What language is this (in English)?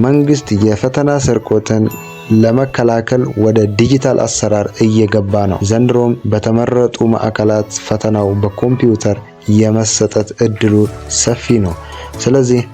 Amharic